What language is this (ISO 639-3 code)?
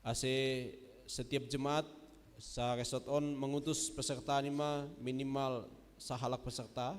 bts